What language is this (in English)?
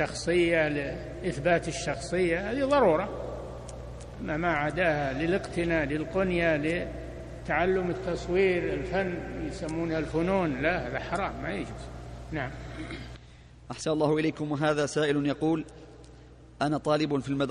Arabic